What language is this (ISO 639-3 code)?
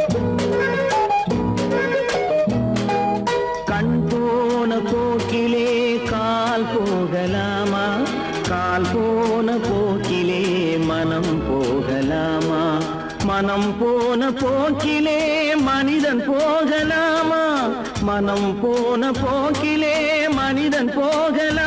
tam